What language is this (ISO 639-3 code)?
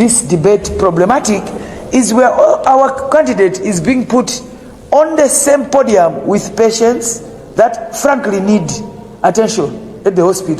nya